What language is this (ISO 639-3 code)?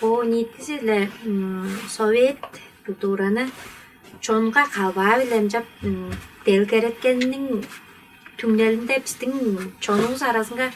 tyv